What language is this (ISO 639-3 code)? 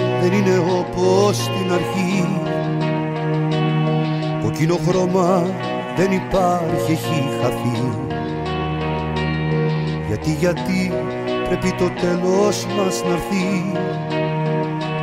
ell